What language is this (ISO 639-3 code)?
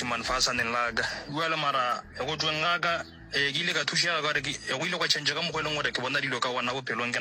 nso